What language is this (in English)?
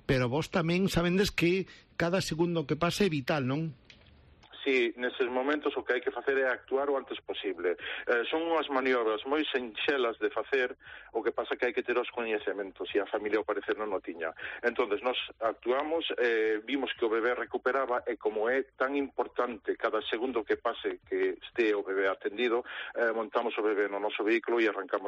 Galician